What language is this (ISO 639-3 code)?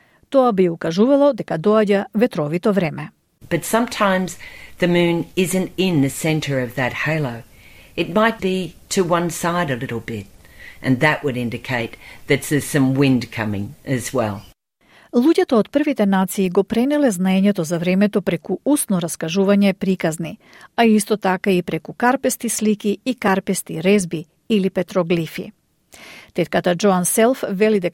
mkd